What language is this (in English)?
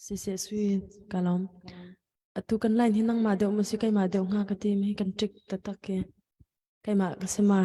Hakha Chin